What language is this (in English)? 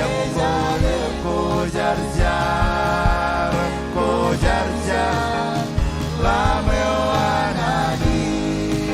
Marshallese